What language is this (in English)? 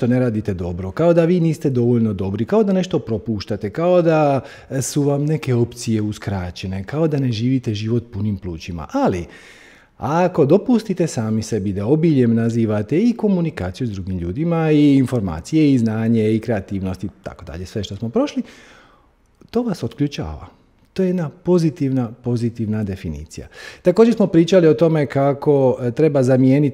Croatian